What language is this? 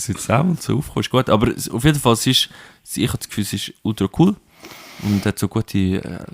Swiss German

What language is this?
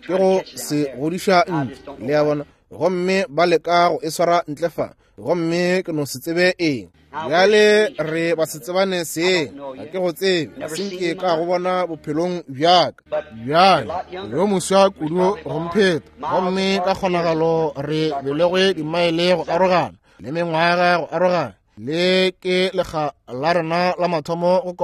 Northern Sotho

